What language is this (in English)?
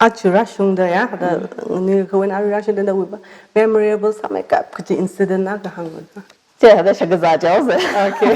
Tangkhul Naga (India)